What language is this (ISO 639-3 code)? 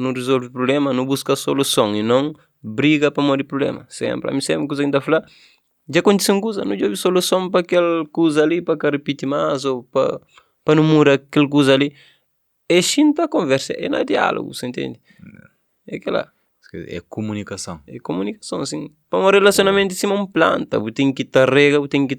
kea